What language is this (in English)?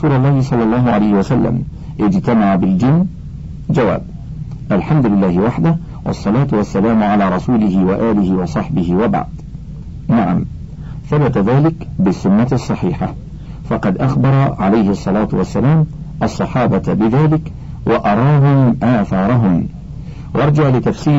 Arabic